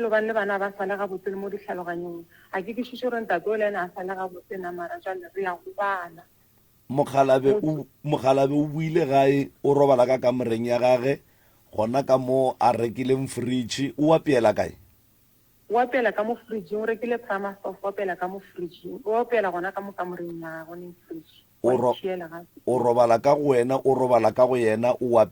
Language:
Northern Sotho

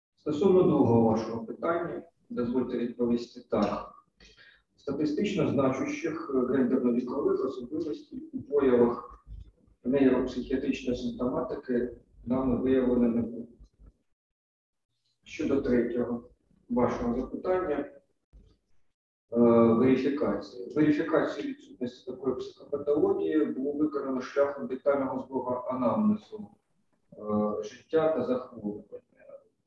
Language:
Ukrainian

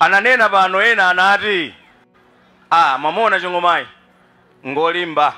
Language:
Nyanja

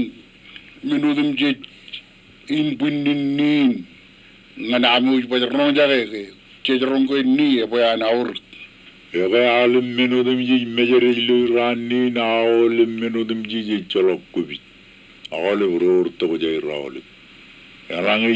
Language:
Marshallese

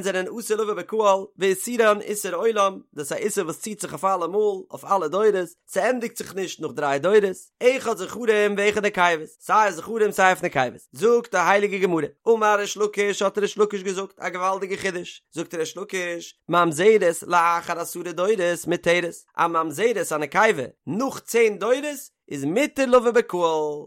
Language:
Yiddish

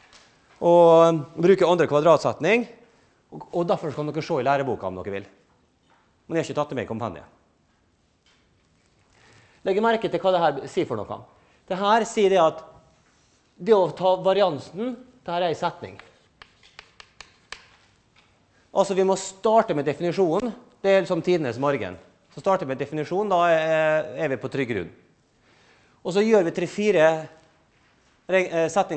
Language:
Norwegian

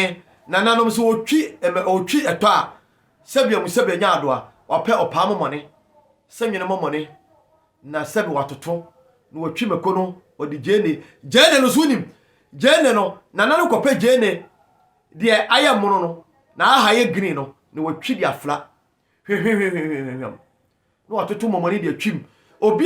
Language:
Akan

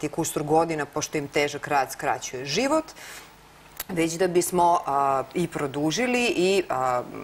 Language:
Serbian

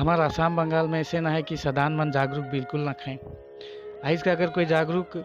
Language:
Sadri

